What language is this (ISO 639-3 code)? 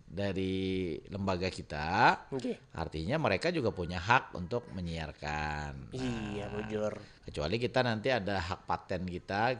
bjn